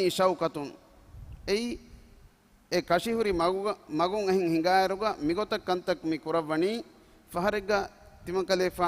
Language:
Divehi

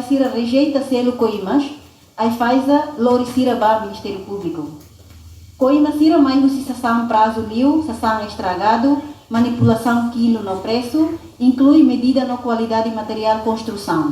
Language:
Tetum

